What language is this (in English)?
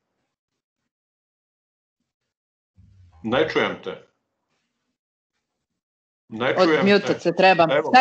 Croatian